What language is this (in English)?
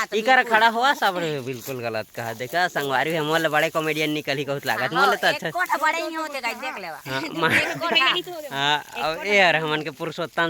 Chhattisgarhi